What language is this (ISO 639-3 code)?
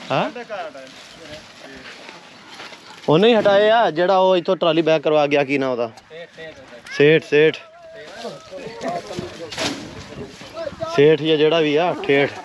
pan